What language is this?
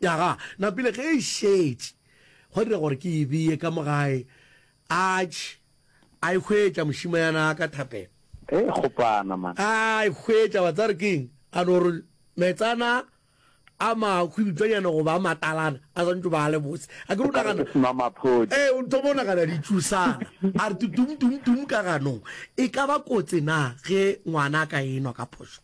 Northern Sotho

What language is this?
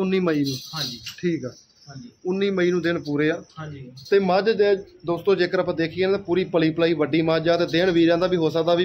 Punjabi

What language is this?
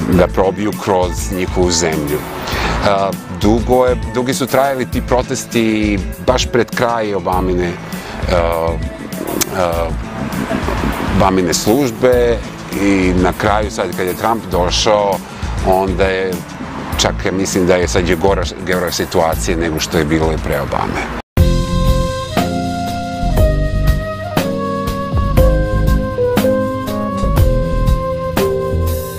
Serbian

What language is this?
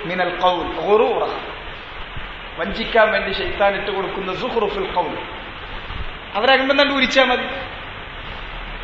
Malayalam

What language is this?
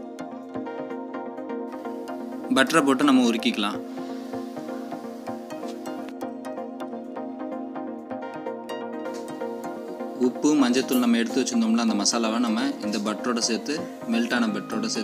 Tamil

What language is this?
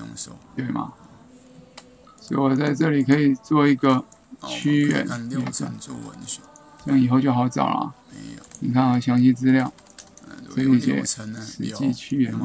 Chinese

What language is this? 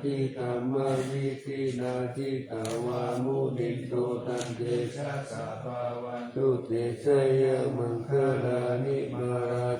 Pali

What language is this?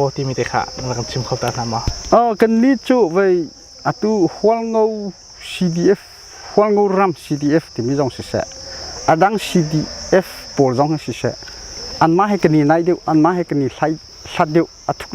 Hakha Chin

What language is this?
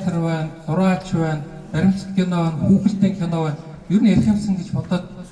Mongolian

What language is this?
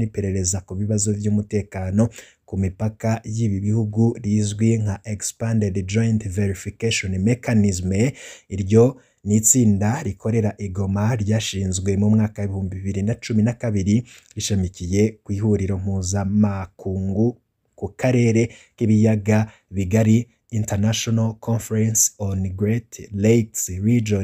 Rundi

